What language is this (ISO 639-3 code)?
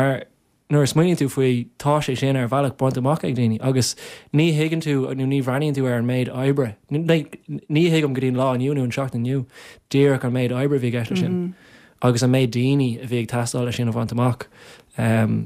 gle